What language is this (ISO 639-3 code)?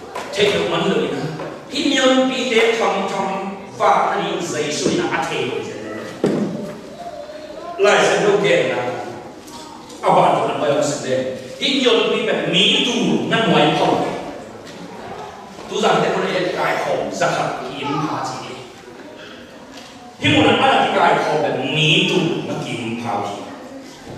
vie